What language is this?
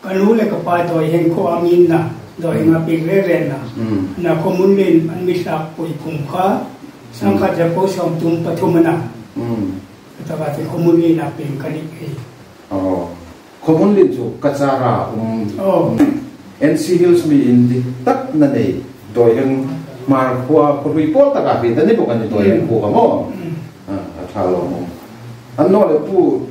Hmar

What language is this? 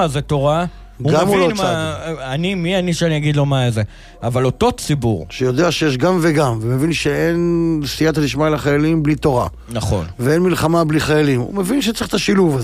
Hebrew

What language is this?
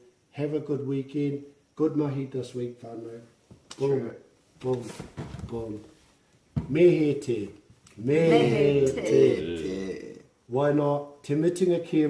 Māori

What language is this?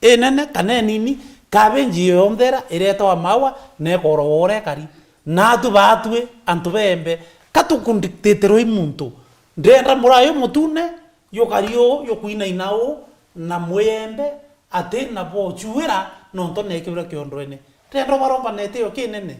Meru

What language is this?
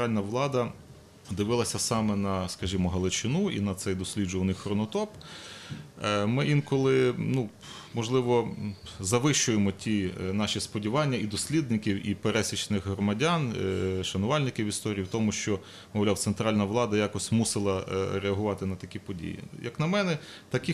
Ukrainian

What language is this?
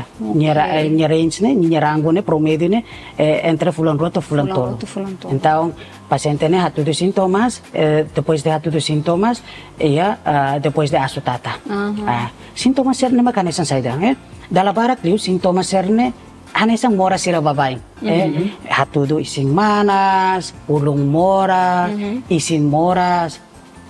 Tetum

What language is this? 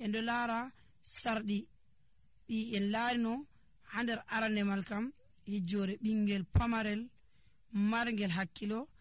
Nigerian Fulfulde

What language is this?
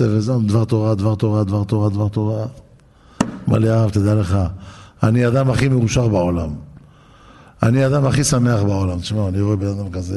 Hebrew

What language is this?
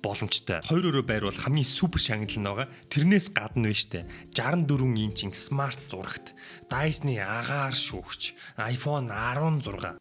Mongolian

